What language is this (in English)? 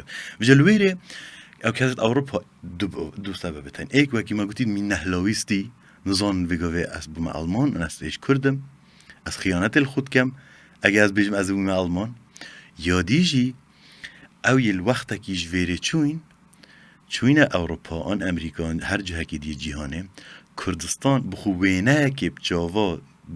Kurdish